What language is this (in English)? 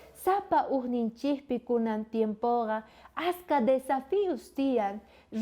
South Bolivian Quechua